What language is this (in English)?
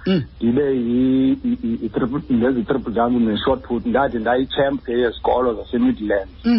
Xhosa